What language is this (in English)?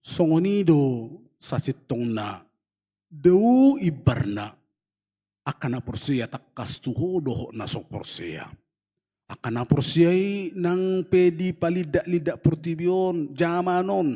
Batak Toba